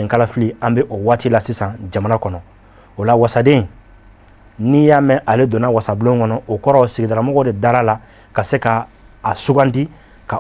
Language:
Bambara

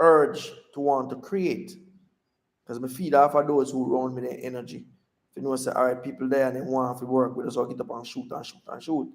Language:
Jamaican Creole English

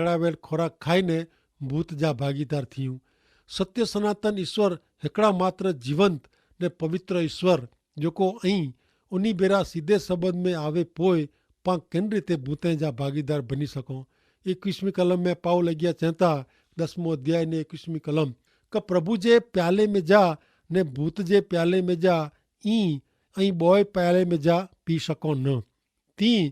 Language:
Kachhi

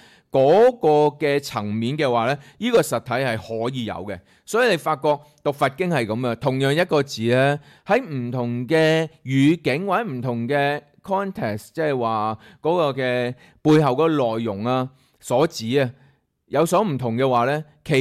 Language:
Cantonese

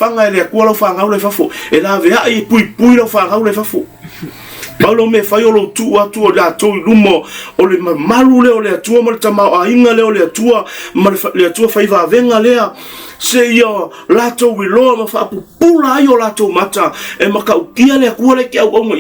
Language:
Samoan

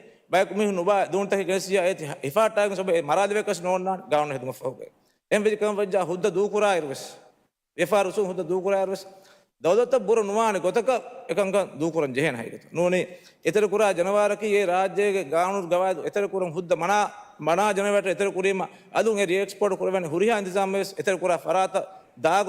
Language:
Divehi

